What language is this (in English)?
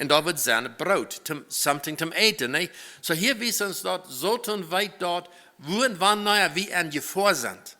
Plautdietsch